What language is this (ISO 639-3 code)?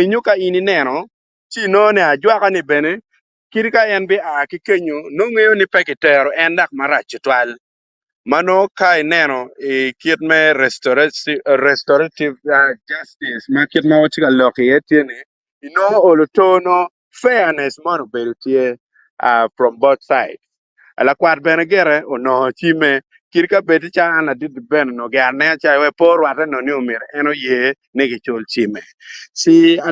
ach